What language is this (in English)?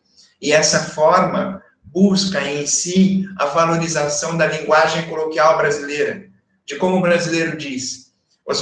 Portuguese